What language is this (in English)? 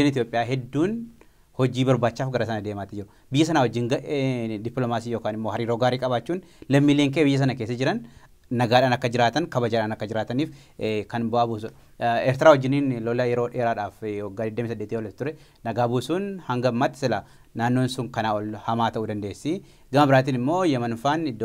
Oromo